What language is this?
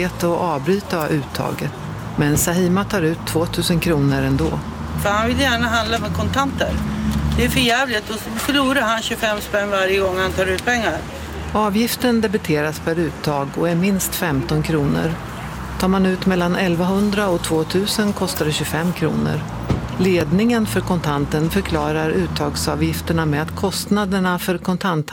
Swedish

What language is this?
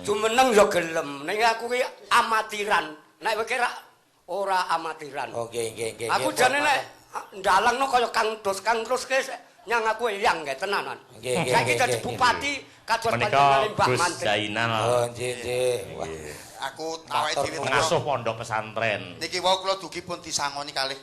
Javanese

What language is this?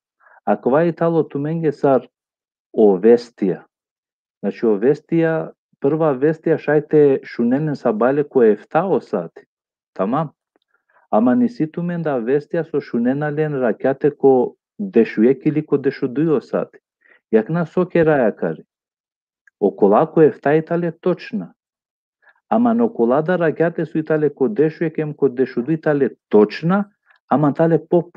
Balkan Romani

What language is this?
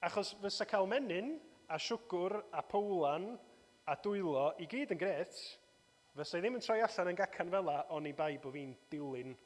Welsh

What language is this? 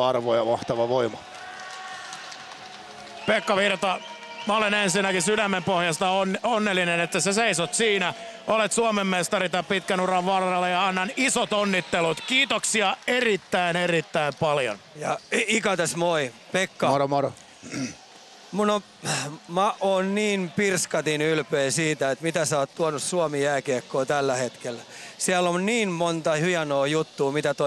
Finnish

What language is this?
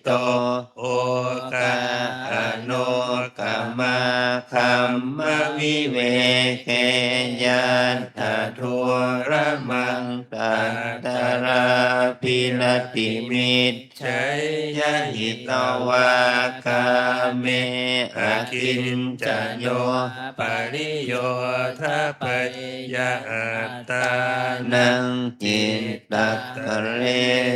Pali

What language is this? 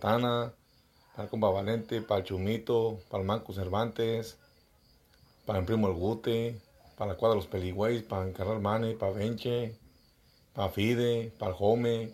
Spanish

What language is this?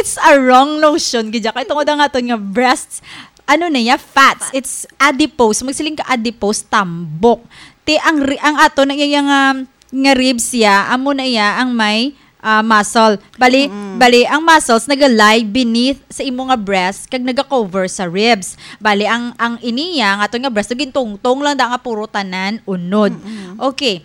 Hiligaynon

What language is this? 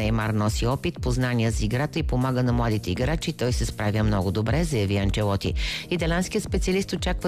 Bulgarian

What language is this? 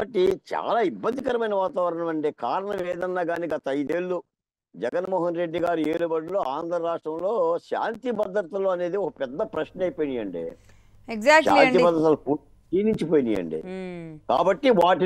Telugu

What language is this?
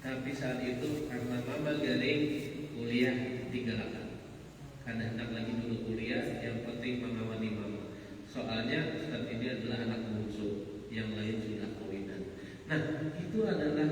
Banjar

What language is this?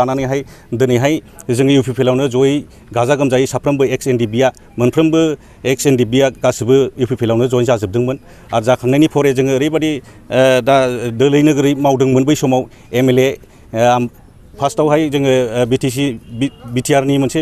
Bodo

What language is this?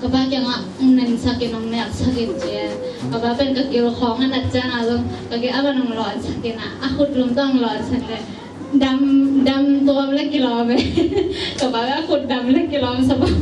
Tedim Chin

